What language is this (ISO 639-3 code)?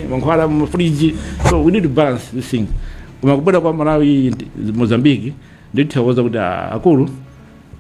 nya